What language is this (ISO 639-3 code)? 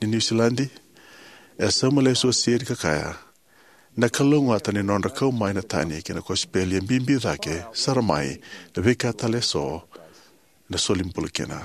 fij